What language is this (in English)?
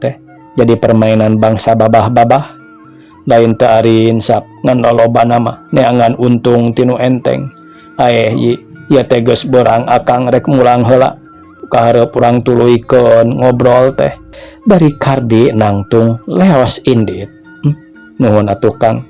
Sundanese